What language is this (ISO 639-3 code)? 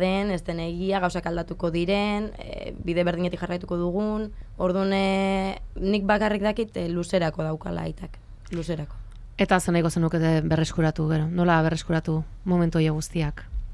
eus